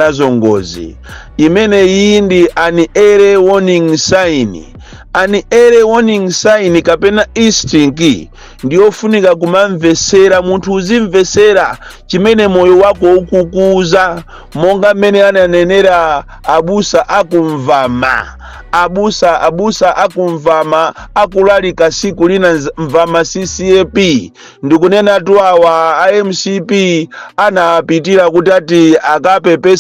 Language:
Nyanja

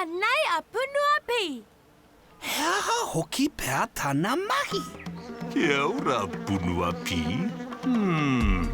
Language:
Māori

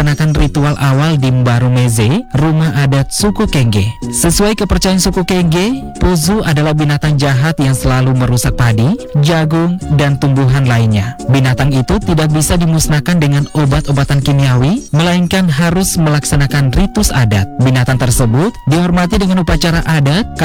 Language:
Indonesian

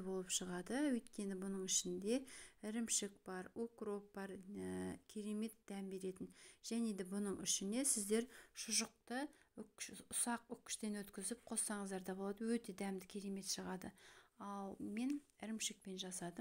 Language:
Kazakh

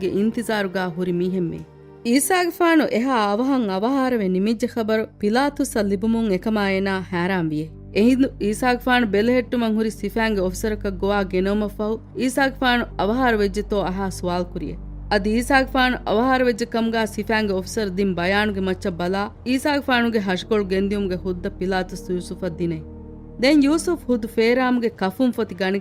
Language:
Divehi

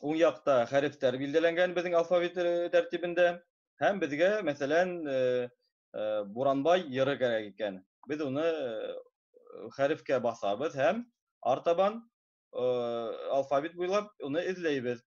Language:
Bashkir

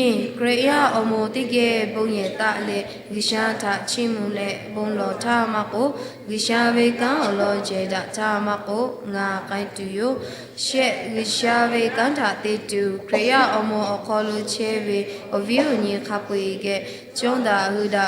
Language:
Lahu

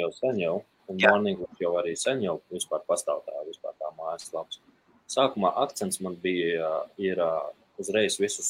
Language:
Latvian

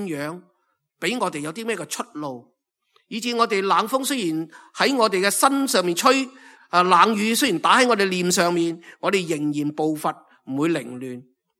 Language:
Cantonese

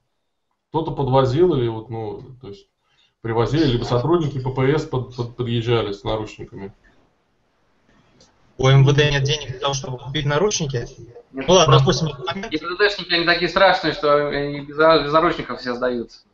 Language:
Russian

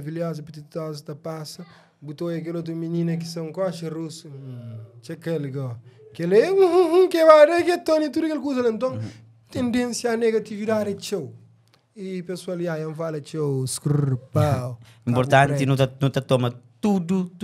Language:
Kabuverdianu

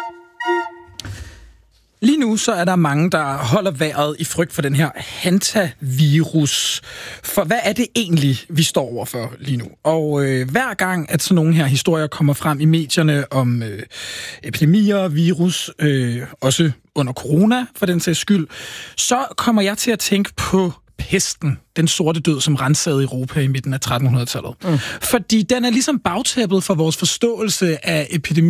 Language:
Danish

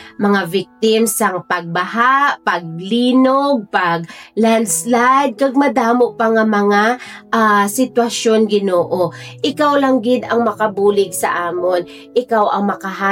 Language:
Hiligaynon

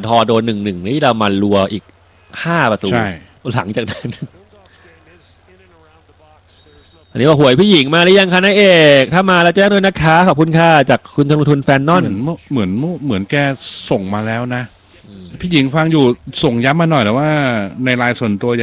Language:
Thai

